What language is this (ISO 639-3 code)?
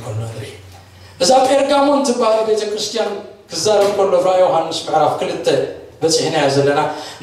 tir